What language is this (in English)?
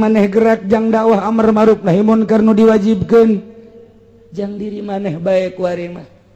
Sundanese